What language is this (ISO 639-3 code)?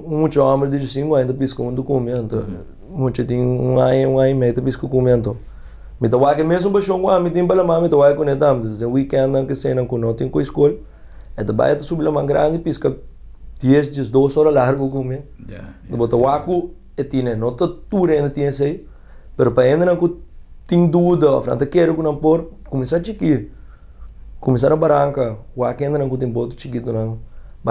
pap